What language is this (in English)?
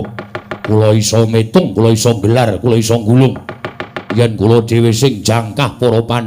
Javanese